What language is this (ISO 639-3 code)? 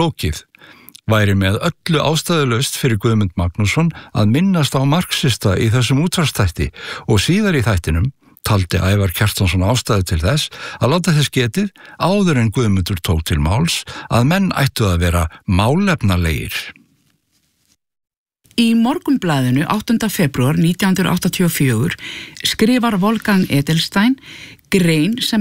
isl